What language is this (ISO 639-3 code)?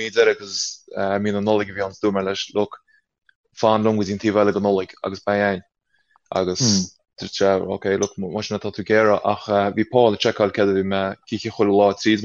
gle